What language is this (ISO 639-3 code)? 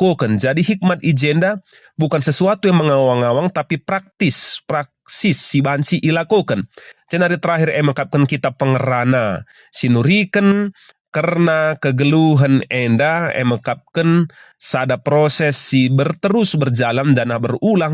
btx